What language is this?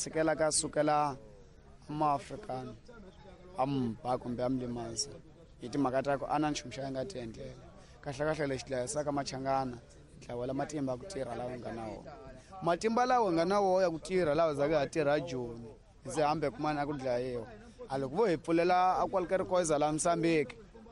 Tsonga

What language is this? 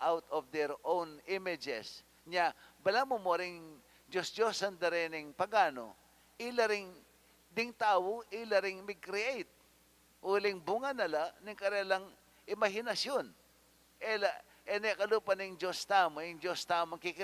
Pampanga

